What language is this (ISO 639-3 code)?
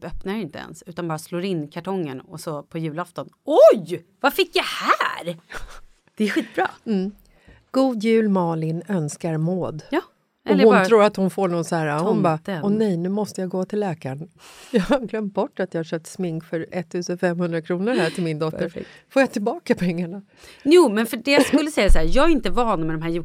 swe